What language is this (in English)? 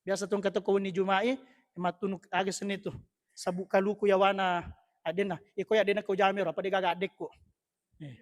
Buginese